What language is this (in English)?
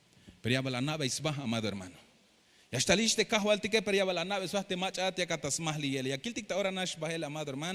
Tzeltal